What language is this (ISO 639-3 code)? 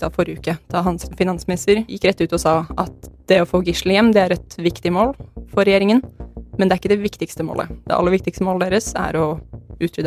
nor